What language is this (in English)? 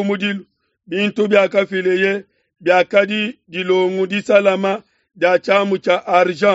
Luba-Lulua